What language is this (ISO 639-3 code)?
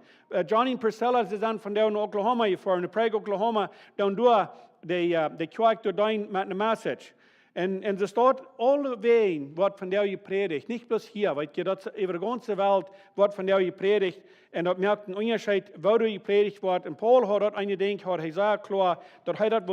pdt